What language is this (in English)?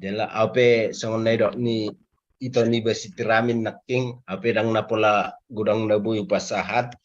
Batak Toba